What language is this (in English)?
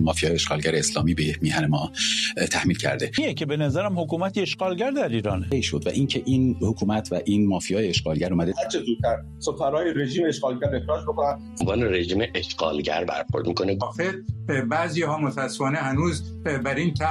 Persian